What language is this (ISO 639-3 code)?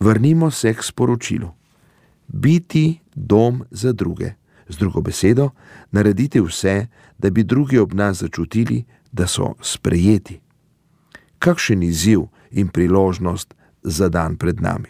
slv